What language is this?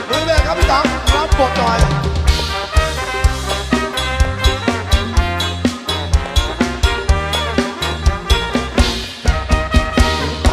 Thai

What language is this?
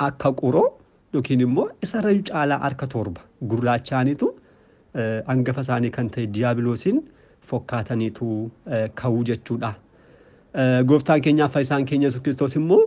Oromo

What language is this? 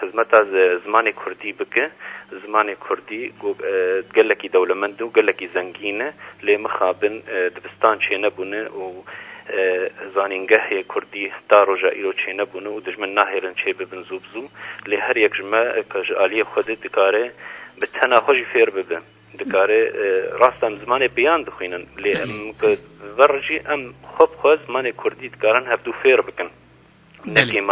Kurdish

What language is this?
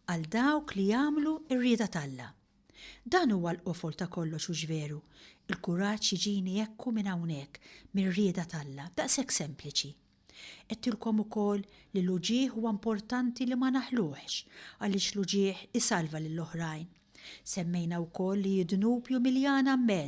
Maltese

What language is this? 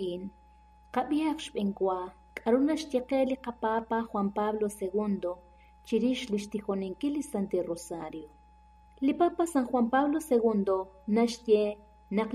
Kekchí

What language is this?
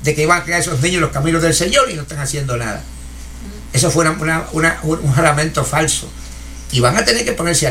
Spanish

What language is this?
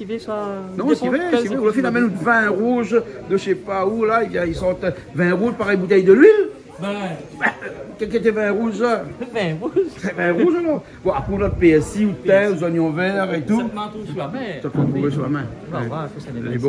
Réunion Creole French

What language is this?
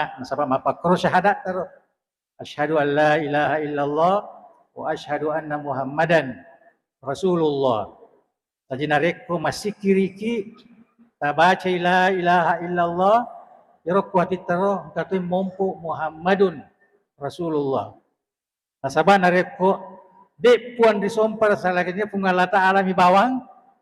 Buginese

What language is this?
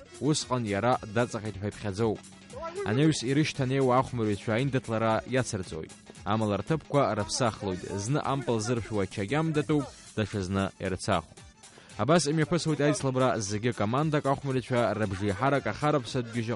Abkhazian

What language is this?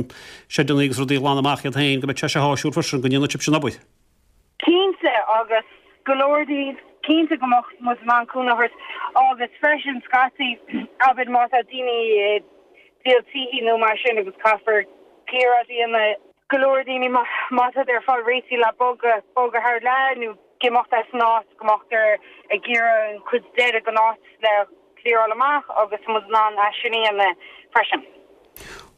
Irish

